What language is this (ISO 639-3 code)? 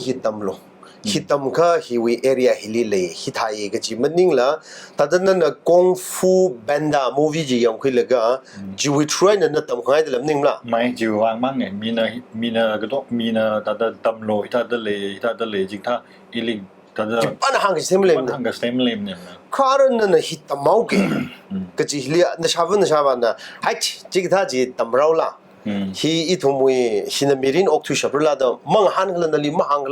nmf